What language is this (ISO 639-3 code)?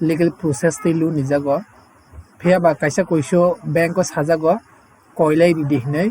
trp